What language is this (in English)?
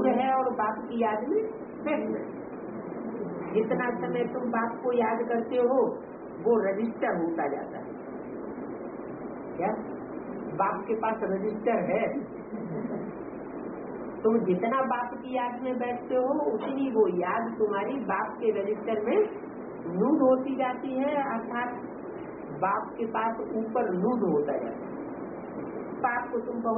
Hindi